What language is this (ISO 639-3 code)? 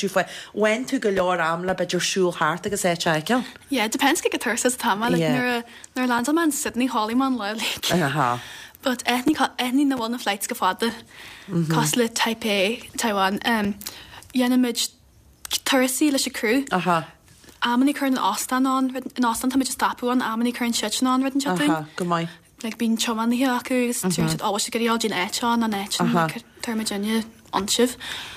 gle